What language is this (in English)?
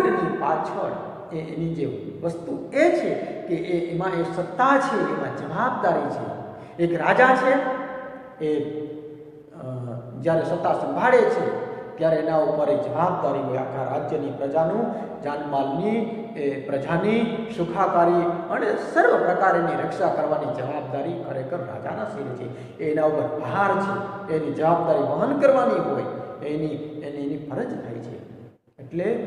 Gujarati